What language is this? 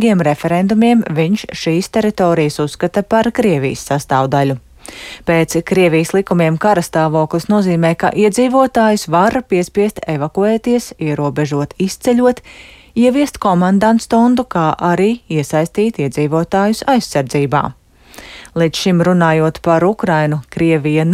Latvian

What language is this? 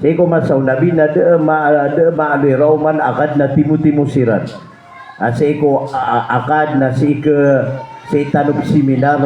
Maranao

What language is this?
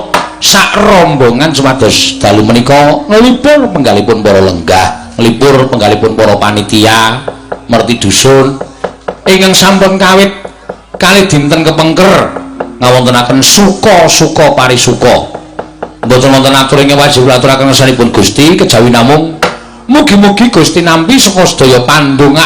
Javanese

